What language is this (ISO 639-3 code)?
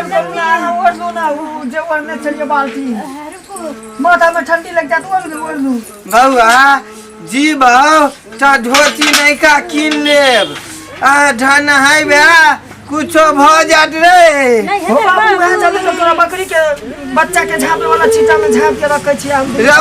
mai